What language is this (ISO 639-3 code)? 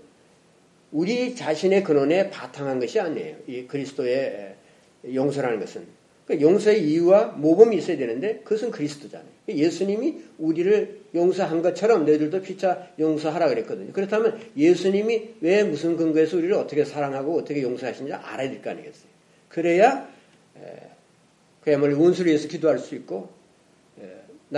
kor